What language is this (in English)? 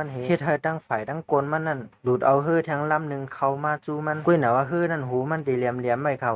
Shan